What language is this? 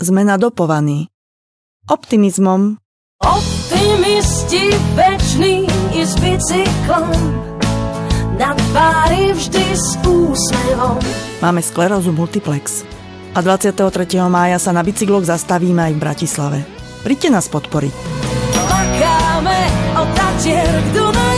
Slovak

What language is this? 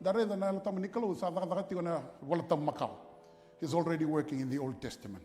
Fijian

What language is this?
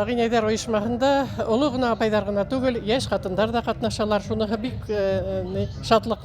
Bashkir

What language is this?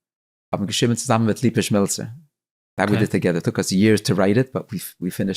Yiddish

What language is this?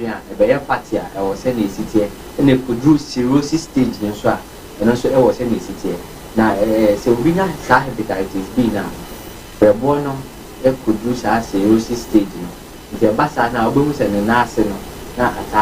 Akan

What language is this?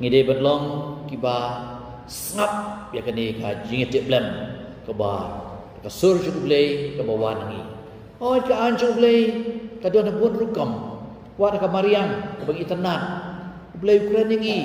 Khasi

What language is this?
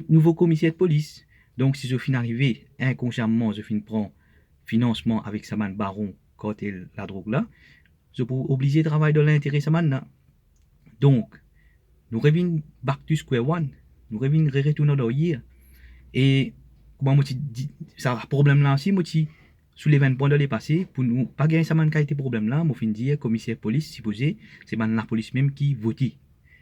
Morisyen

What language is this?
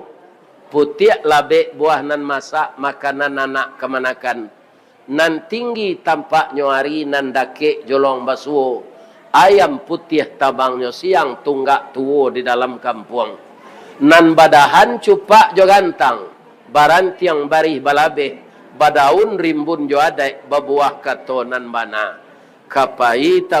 Minangkabau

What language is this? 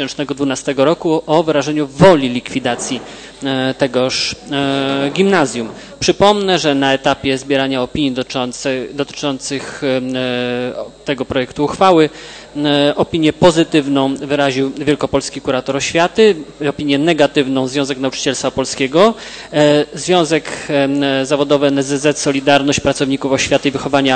Polish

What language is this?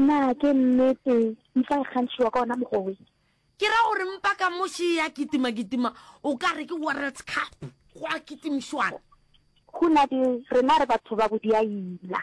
Northern Sotho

